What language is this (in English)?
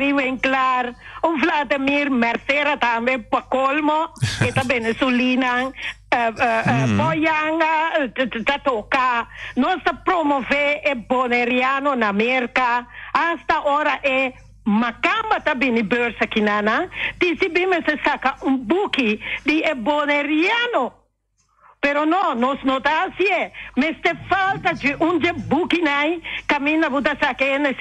Papiamento